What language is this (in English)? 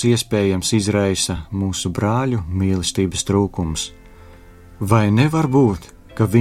Latvian